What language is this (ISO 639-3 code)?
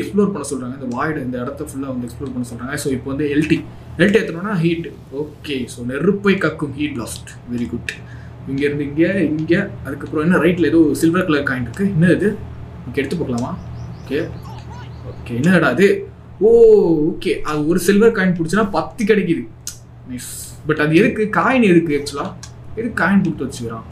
tam